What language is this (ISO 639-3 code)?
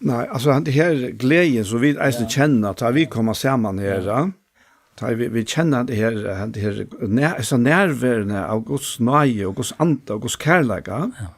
fao